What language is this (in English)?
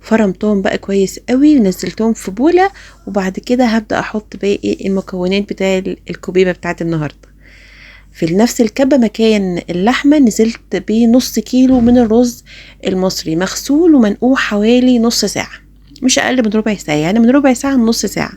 Egyptian Arabic